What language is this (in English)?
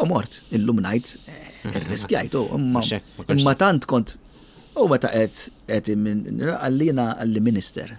Maltese